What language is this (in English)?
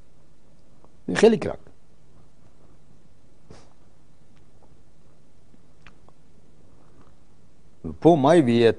Hebrew